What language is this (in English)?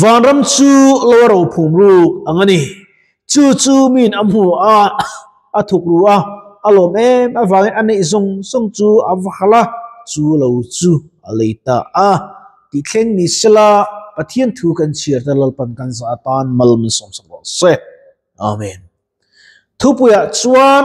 Mizo